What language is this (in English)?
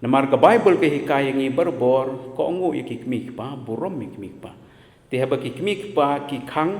Khasi